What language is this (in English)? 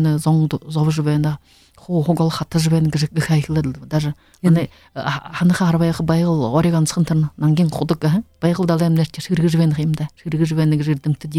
Buriat